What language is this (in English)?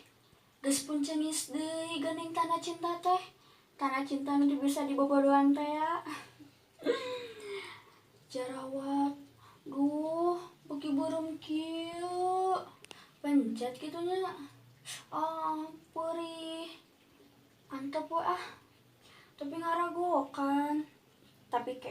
Sundanese